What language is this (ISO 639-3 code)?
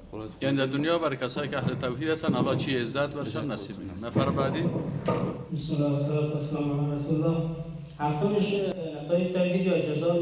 fas